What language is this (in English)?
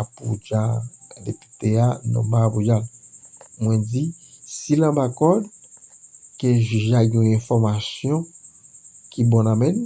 Haitian Creole